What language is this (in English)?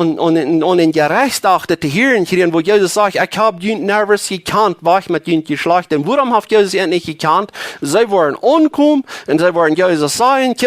Plautdietsch